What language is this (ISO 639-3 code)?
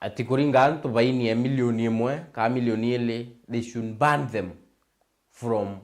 mer